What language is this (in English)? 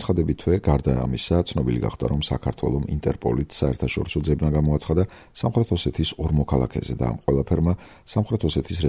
Georgian